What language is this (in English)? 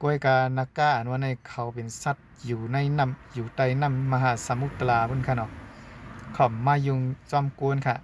Shan